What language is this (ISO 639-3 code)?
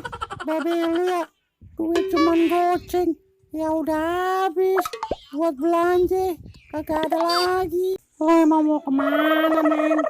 bew